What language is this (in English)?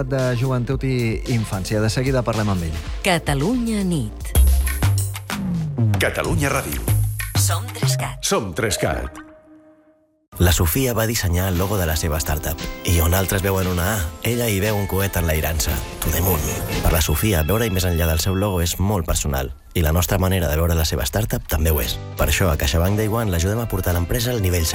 Catalan